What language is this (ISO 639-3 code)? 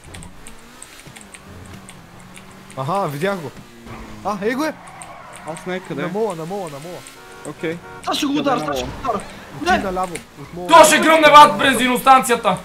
bul